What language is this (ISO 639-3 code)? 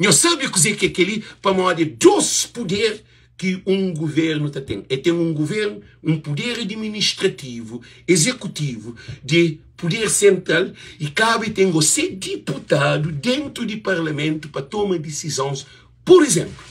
kea